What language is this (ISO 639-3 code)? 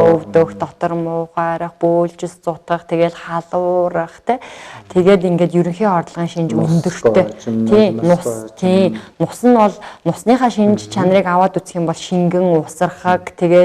mon